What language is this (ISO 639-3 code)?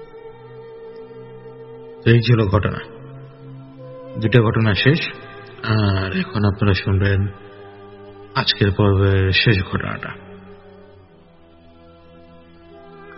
ben